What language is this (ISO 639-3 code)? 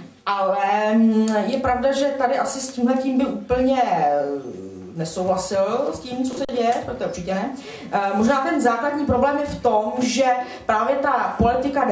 ces